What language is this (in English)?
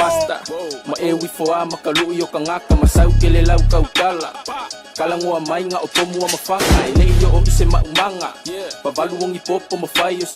Samoan